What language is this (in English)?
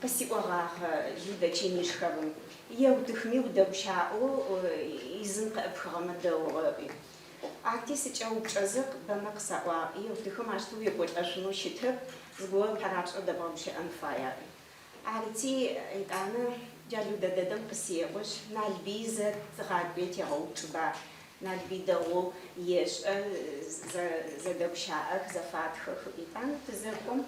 Adyghe